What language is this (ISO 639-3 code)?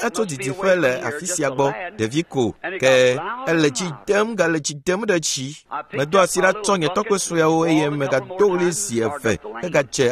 ewe